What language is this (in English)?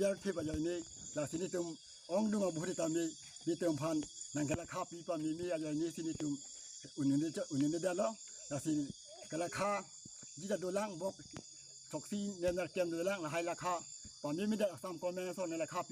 Karbi